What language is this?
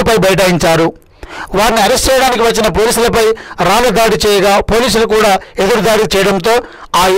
Telugu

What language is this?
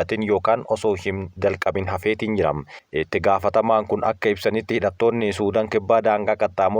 Oromo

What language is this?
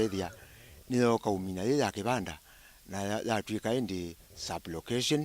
Kamba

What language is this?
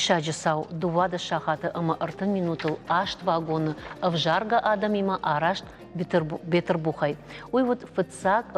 Ossetic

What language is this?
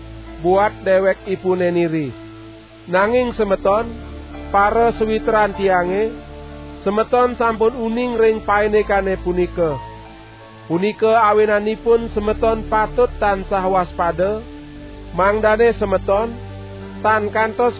Balinese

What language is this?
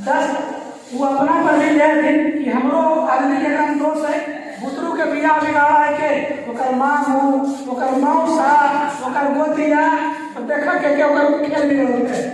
Magahi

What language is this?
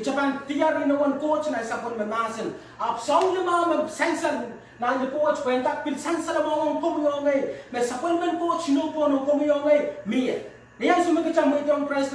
Pohnpeian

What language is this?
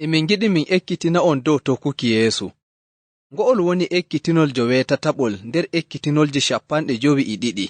Nigerian Fulfulde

